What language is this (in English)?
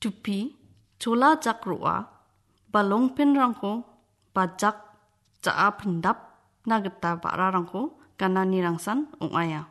Garo